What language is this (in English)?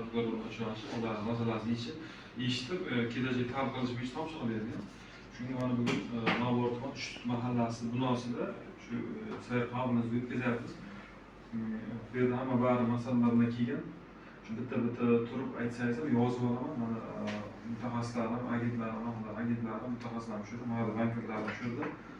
Uzbek